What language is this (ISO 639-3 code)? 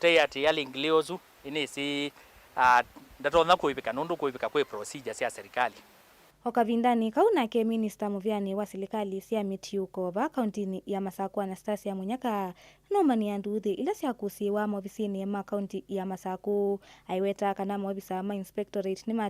kam